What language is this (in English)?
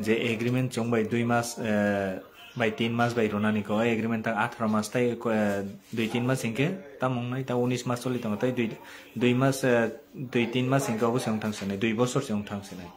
Kok Borok